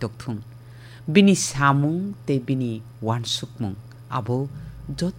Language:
Kok Borok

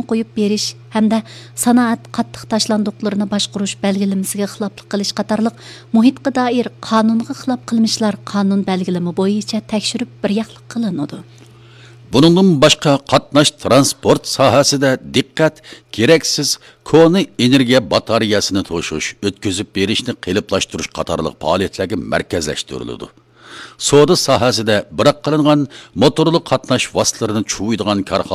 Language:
Uyghur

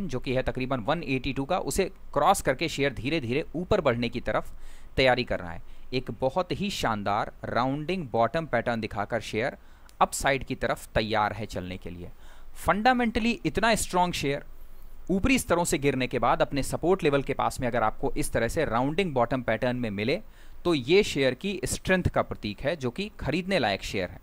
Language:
Hindi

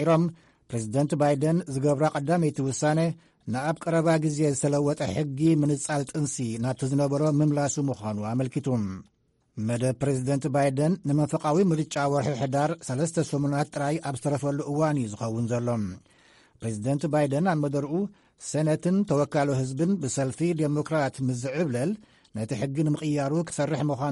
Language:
Tigrinya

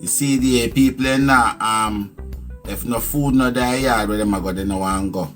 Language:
Jamaican Creole English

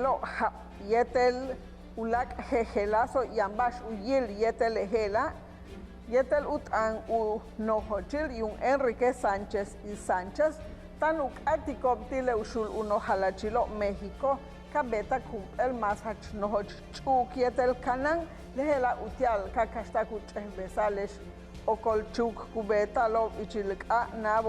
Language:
Yucateco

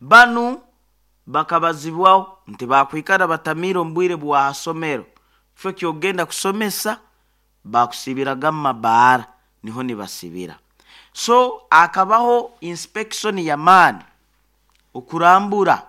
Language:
Nyoro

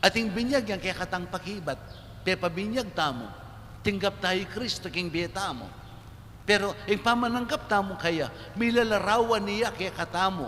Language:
Pampanga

